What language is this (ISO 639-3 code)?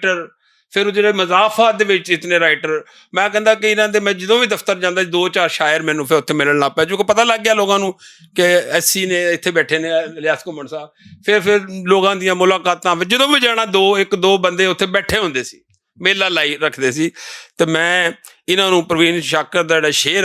lah